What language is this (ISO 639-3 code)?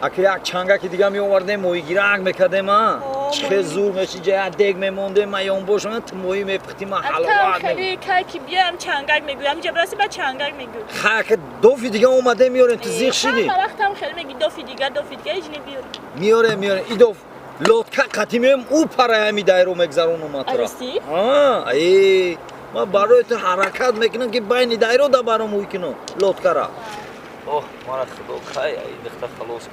tgk